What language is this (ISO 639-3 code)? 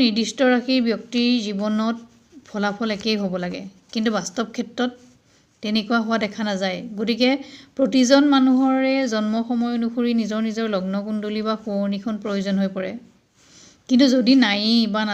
asm